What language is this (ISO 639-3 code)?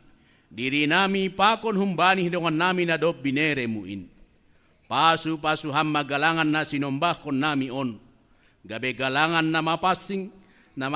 bts